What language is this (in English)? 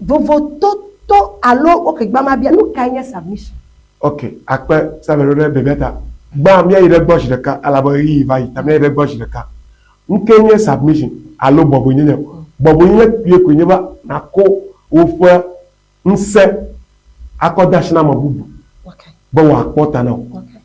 Ewe